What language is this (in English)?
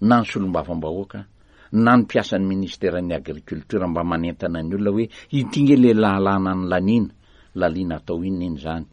Malagasy